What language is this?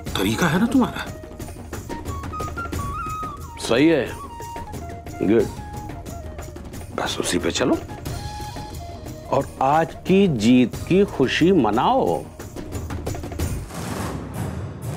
Hindi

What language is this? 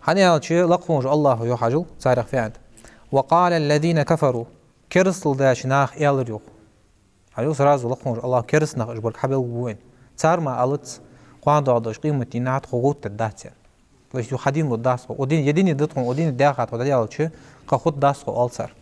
Ingush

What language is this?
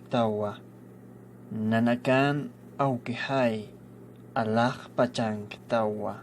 Aymara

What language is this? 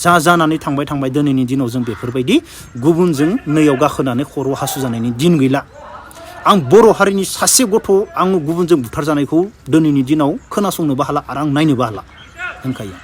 Bodo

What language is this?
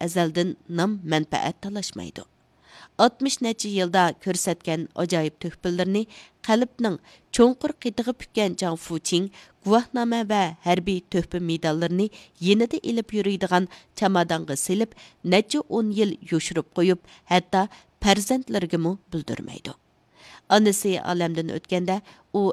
Uyghur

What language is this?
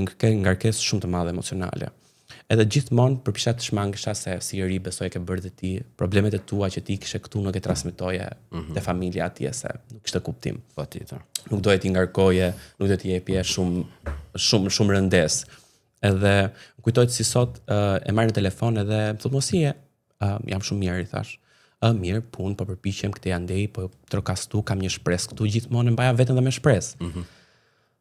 Albanian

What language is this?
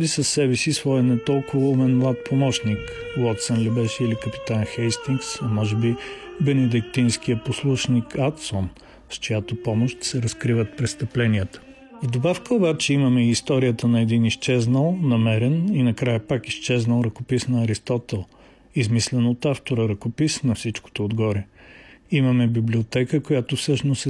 Bulgarian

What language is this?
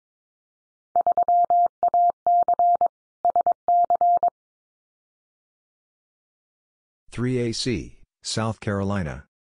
English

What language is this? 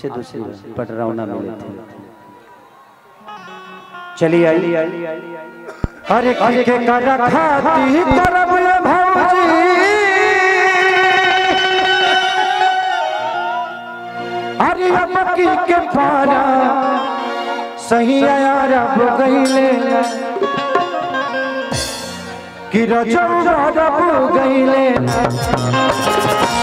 Bhojpuri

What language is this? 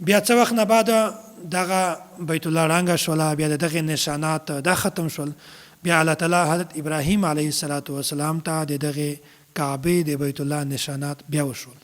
Pashto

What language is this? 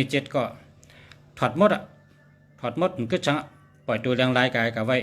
Shan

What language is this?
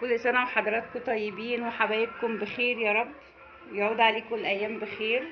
Egyptian Arabic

